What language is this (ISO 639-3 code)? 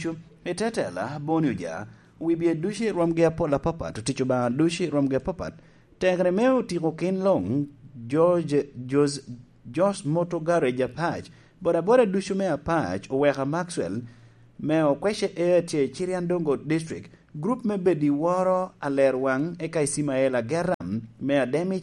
laj